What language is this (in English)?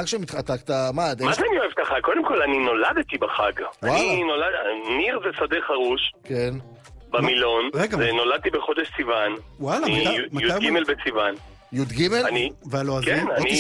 Hebrew